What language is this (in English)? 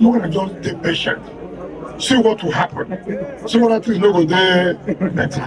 Nigerian Pidgin